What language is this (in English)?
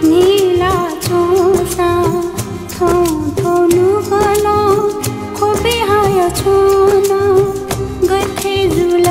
Newari